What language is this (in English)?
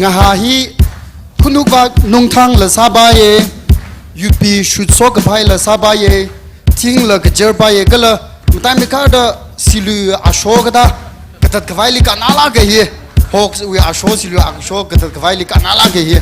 Tangkhul Naga (India)